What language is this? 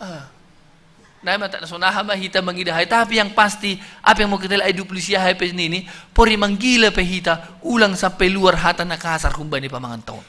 Batak Simalungun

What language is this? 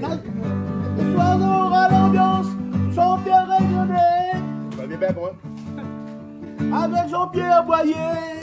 Réunion Creole French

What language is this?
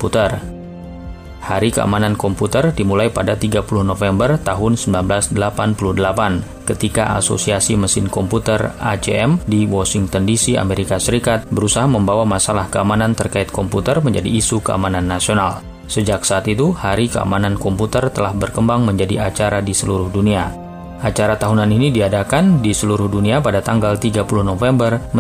Indonesian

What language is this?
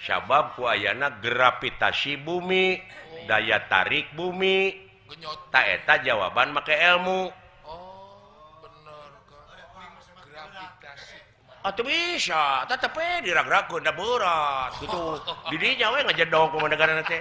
Sundanese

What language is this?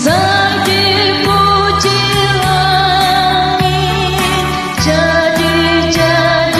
Batak Toba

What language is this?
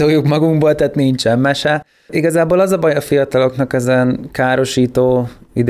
Hungarian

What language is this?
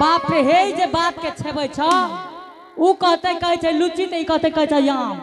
Angika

